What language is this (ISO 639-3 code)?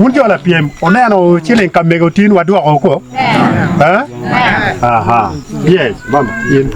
ach